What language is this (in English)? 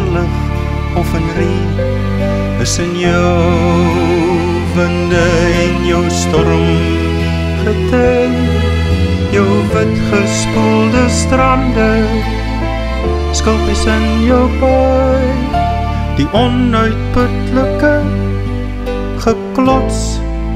Afrikaans